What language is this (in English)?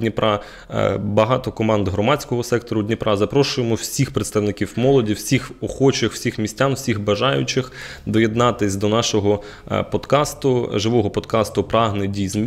Ukrainian